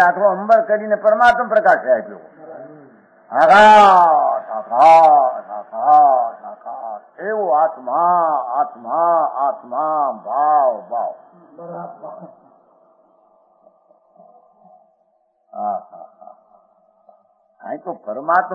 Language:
Gujarati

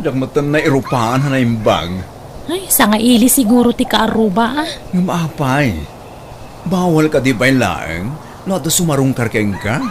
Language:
Iloko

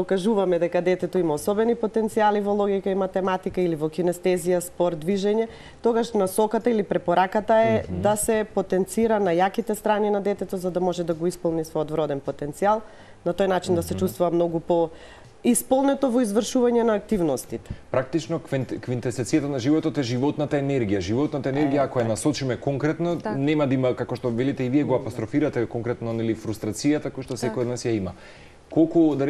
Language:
Macedonian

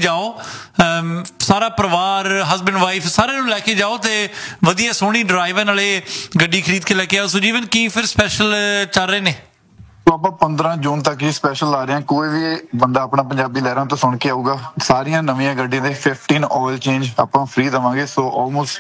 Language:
Punjabi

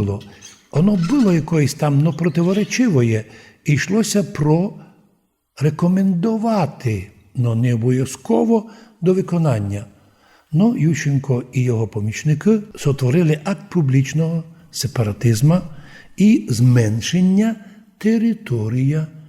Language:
Rusyn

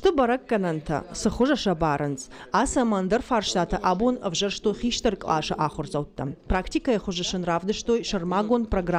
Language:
Ossetic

